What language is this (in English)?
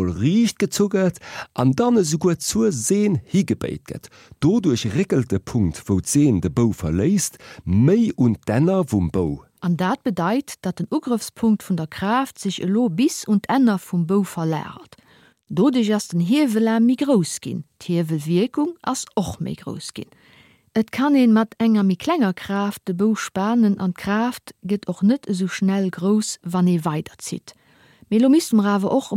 Luxembourgish